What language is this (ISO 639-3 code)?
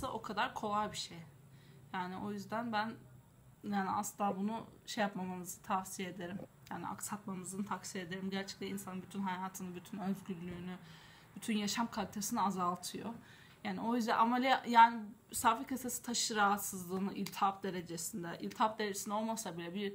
tur